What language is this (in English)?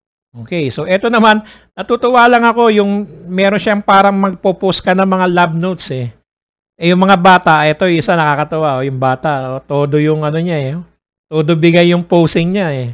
Filipino